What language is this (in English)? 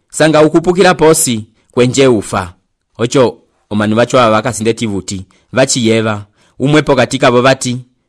Umbundu